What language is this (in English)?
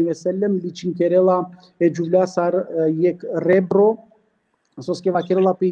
Balkan Romani